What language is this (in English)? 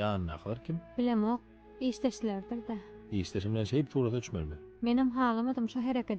Turkmen